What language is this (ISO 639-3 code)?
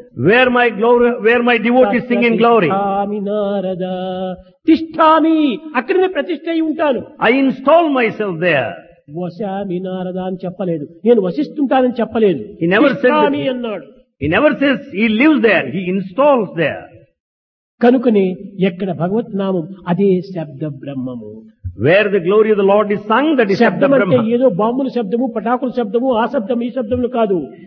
tel